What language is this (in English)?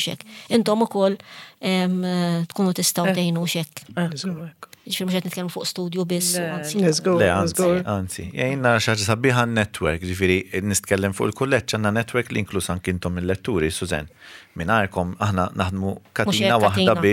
Maltese